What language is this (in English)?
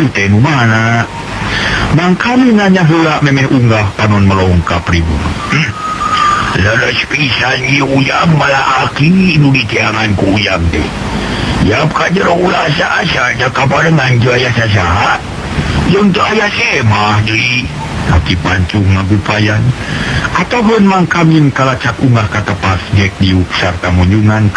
Sundanese